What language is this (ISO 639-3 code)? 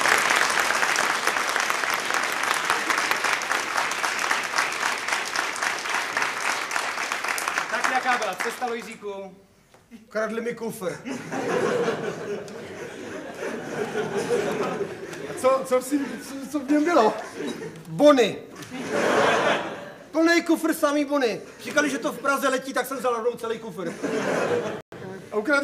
ces